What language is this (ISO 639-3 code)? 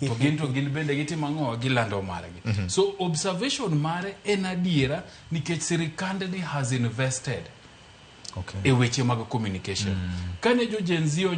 luo